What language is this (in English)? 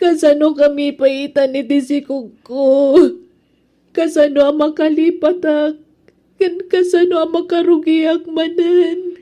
Iloko